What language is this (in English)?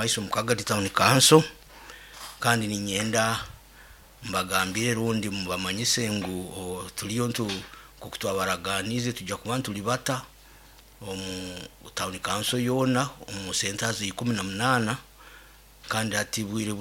Nyoro